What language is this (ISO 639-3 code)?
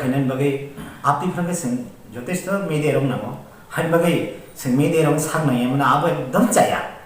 trp